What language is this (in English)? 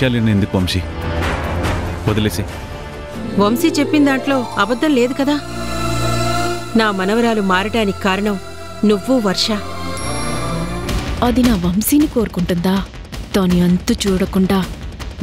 Telugu